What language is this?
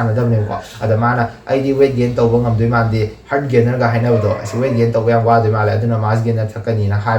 Manipuri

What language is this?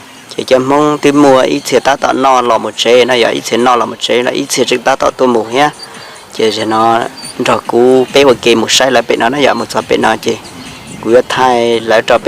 Hmong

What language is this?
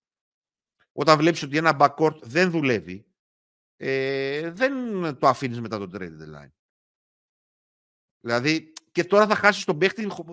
Greek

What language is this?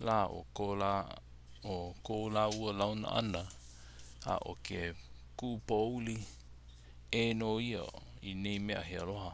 Hawaiian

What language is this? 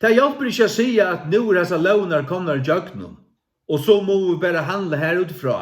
Faroese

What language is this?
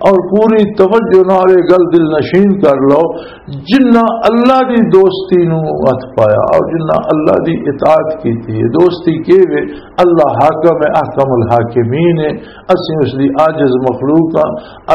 Western Panjabi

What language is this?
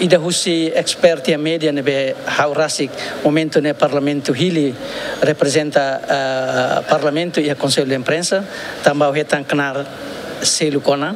Tetum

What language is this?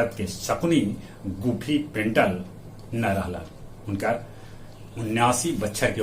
Magahi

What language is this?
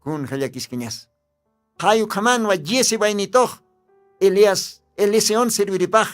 Aymara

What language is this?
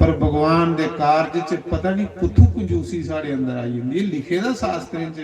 Dogri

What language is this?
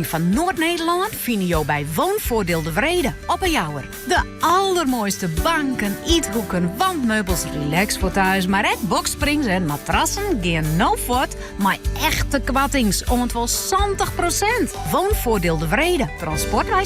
Western Frisian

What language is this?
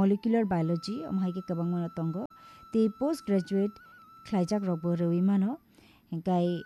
Kok Borok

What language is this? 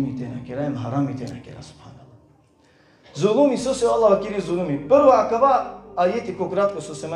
Balkan Romani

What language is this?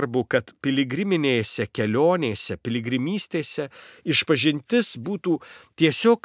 Lithuanian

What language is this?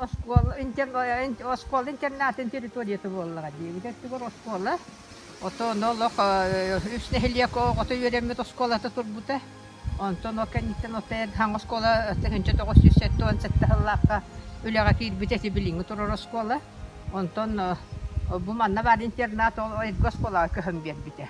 Yakut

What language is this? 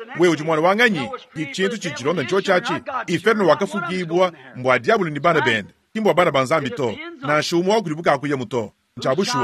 Luba-Lulua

